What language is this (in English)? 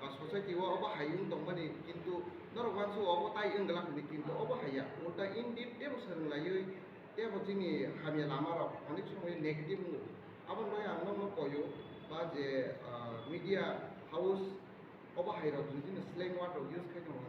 Kok Borok